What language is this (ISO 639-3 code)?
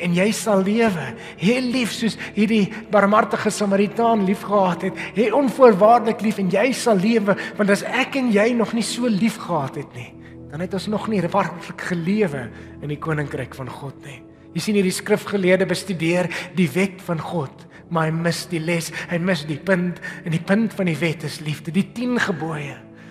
afr